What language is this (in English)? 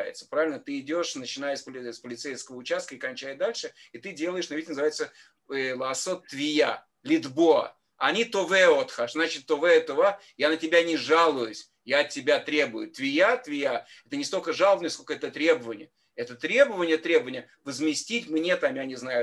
Russian